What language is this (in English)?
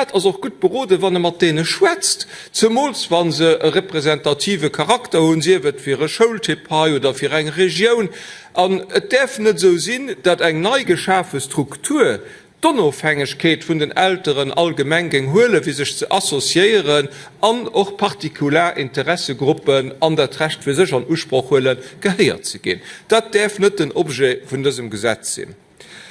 Luxembourgish